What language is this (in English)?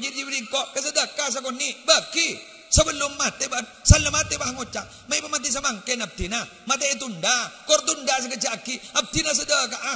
Madurese